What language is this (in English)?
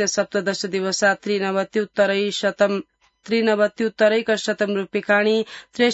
Sanskrit